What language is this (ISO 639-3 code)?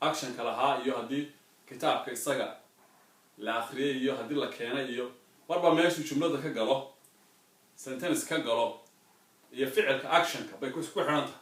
som